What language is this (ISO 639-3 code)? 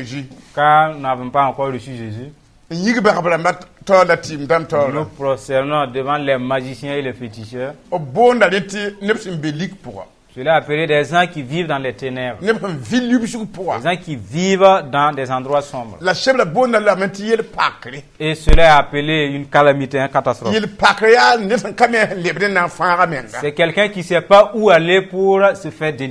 mos